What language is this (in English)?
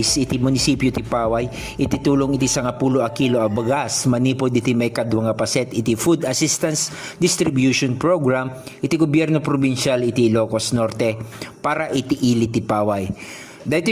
Iloko